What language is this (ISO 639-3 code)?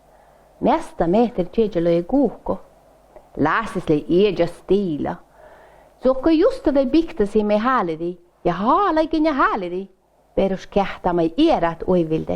sme